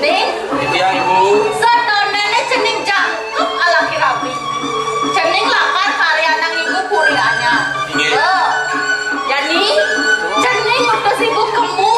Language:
Balinese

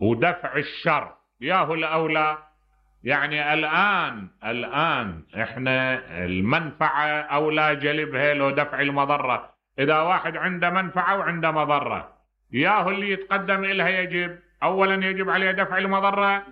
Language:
Mesopotamian Arabic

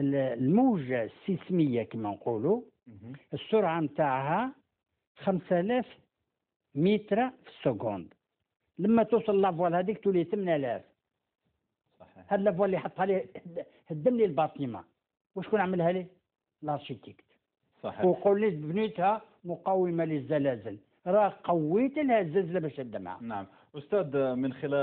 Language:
Algerian Arabic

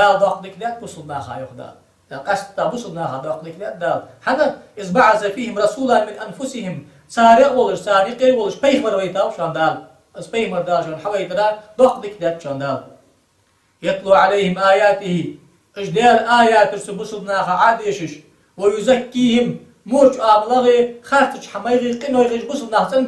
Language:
Ingush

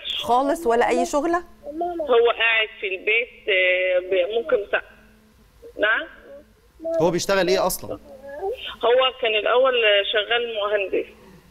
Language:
Egyptian Arabic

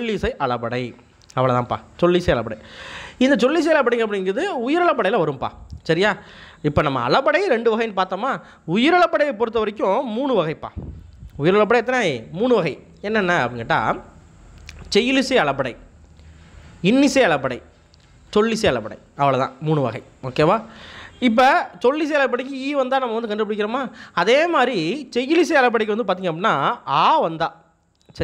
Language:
Tamil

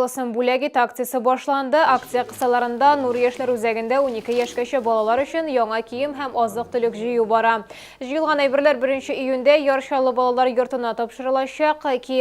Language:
Tatar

